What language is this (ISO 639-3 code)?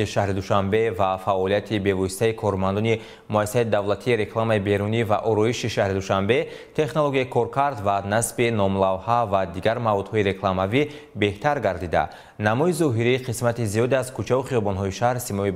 tgk